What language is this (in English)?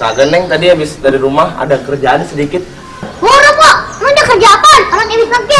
Betawi